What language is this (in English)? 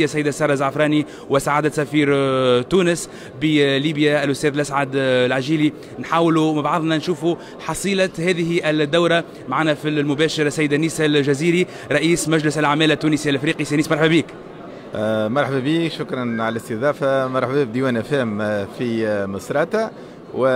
Tunisian Arabic